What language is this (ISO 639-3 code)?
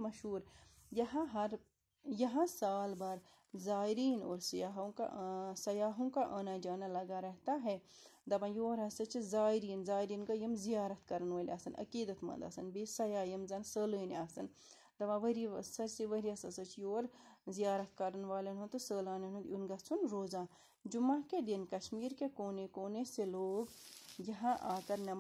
kas